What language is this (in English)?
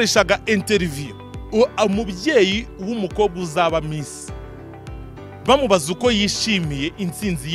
Kinyarwanda